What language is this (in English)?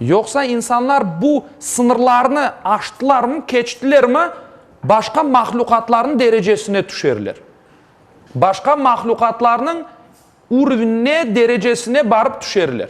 Crimean Tatar